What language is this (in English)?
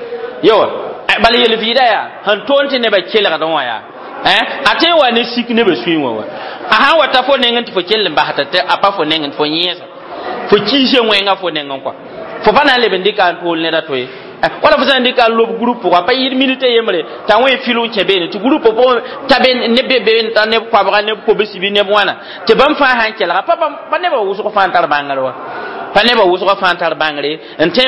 Mossi